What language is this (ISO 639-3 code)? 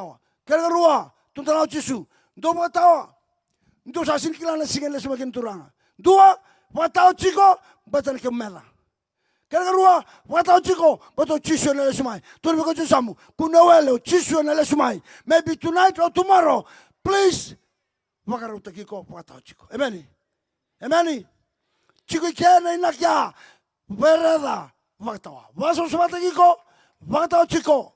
fij